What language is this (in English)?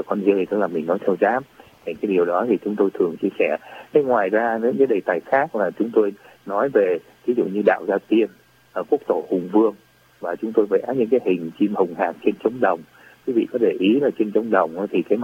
Vietnamese